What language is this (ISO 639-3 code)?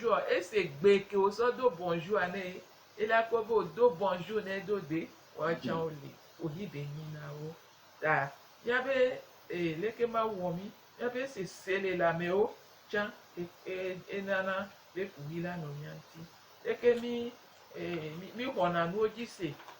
gej